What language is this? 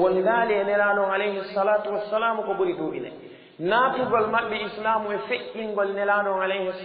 Fula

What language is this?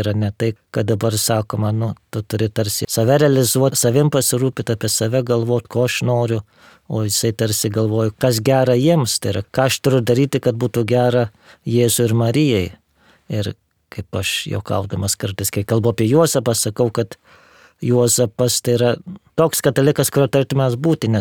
Lithuanian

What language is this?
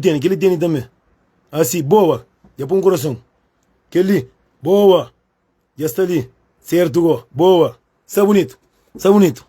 Kabuverdianu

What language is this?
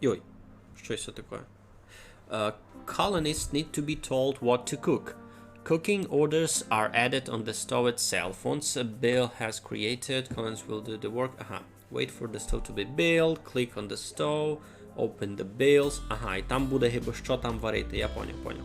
Rusyn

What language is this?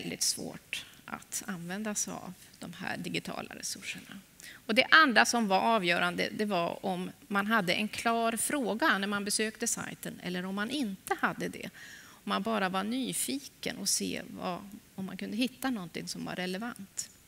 Swedish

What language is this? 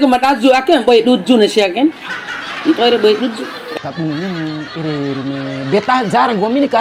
Bima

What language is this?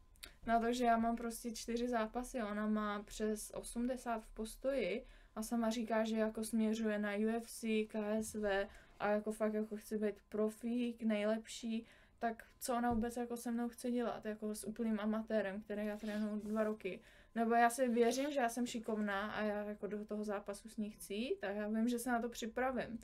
Czech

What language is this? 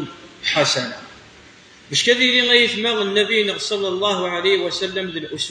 Kabyle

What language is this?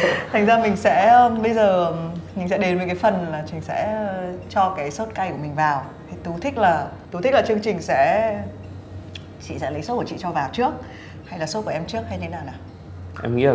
Vietnamese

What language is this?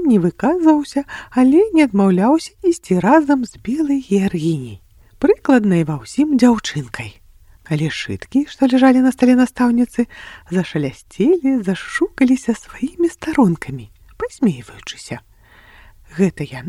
Belarusian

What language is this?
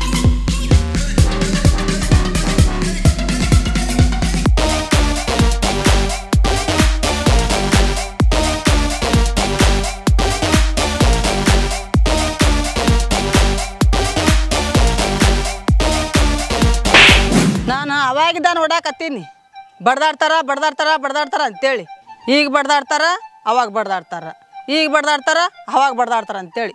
Kannada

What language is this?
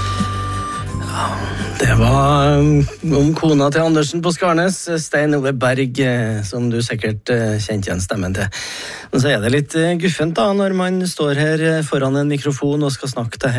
Norwegian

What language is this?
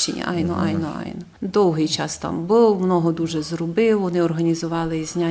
Rusyn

